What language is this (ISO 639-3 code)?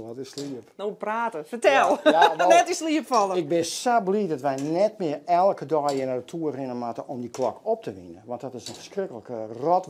fry